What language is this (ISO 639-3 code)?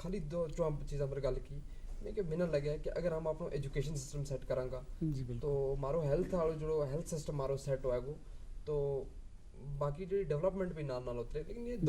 gju